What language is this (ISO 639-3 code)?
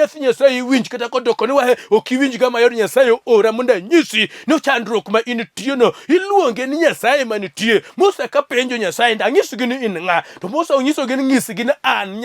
luo